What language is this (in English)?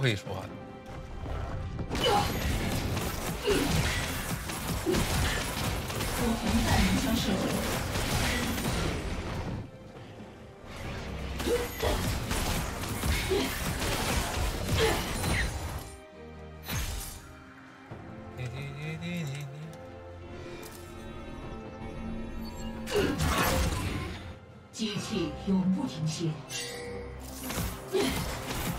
Chinese